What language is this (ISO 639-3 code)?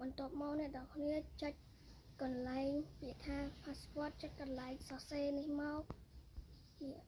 khm